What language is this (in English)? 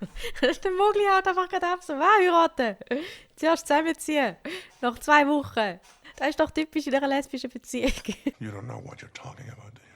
Swiss German